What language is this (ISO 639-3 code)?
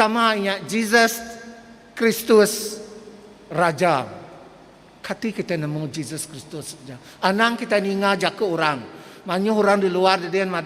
iba